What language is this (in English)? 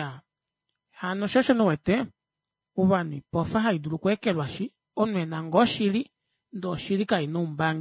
Kuanyama